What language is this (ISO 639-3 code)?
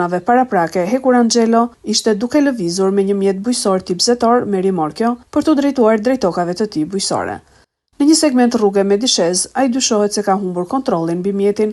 sqi